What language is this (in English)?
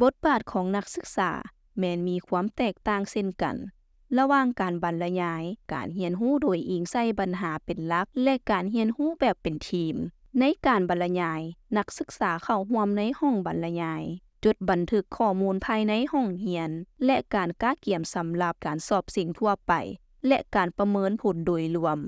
Lao